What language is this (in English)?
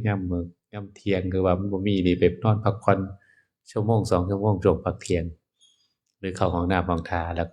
Northeastern Thai